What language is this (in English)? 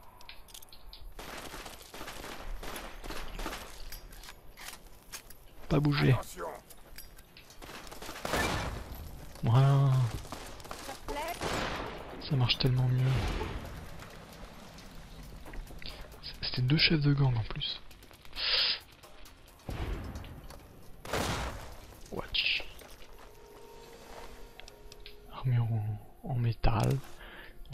French